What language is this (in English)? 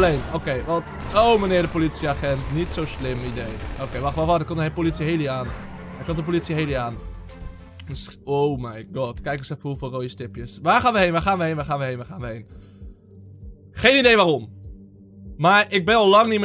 Dutch